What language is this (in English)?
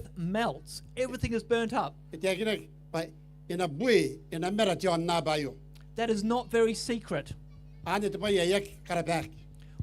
Gilbertese